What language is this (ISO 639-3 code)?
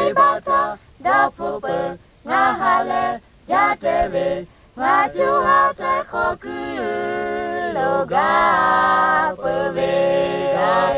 lhu